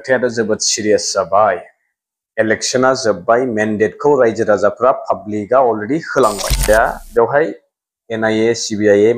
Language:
Bodo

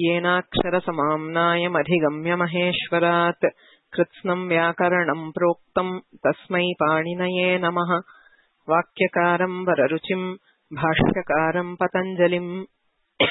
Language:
Sanskrit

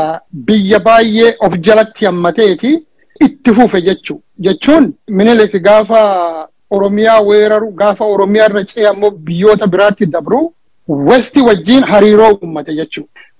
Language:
Oromo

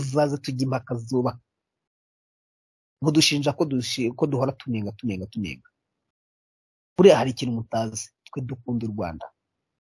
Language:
Kinyarwanda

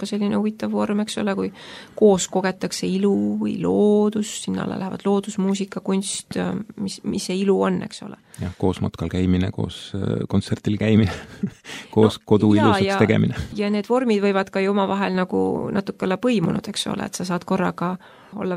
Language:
Estonian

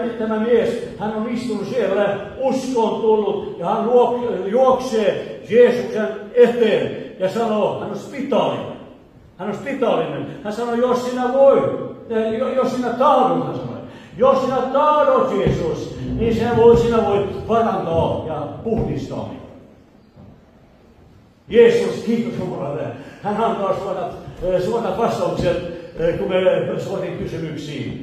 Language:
Finnish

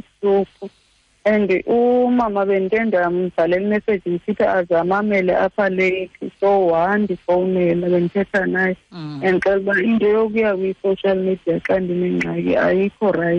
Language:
Xhosa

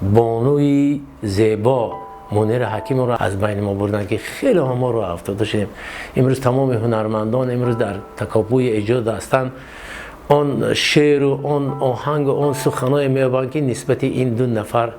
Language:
Tajik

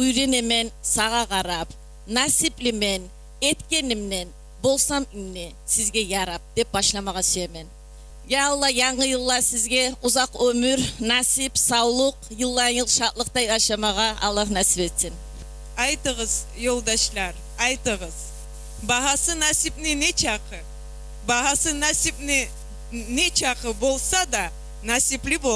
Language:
Kumyk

